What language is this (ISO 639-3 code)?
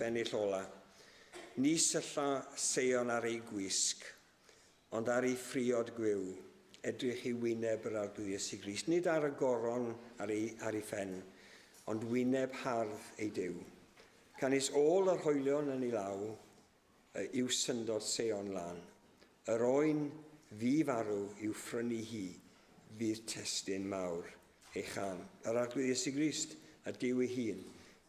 cym